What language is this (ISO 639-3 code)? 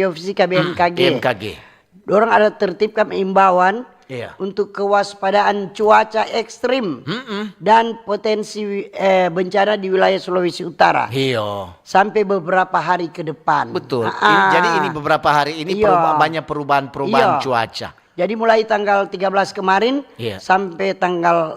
xmm